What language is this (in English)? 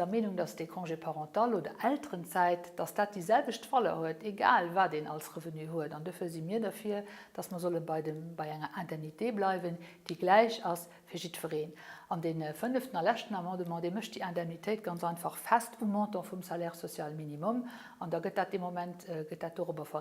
Luxembourgish